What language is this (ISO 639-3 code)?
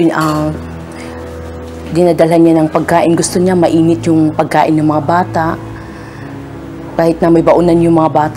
fil